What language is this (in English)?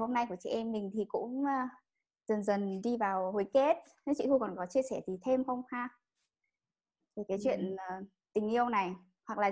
Vietnamese